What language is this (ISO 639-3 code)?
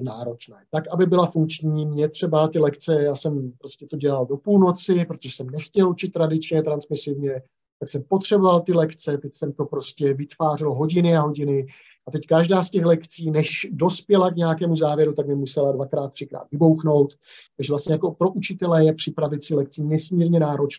ces